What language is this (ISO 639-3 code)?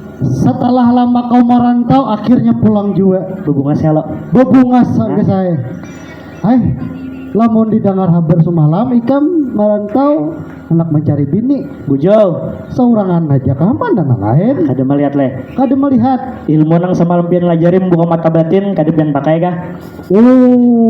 bjn